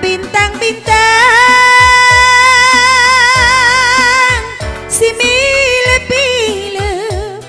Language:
Batak Karo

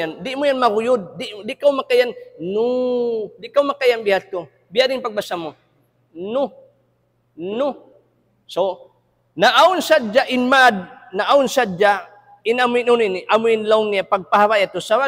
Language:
Tausug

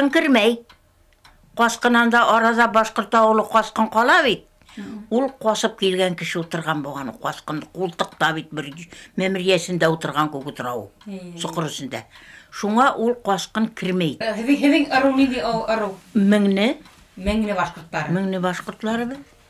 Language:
Bashkir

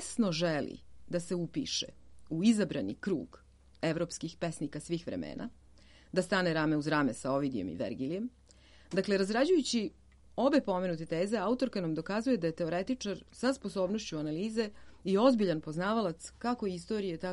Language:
Serbian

